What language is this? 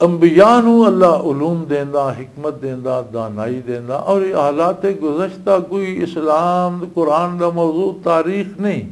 Western Panjabi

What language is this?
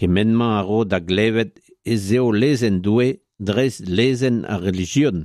Breton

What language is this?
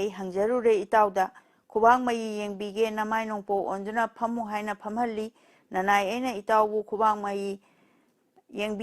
Manipuri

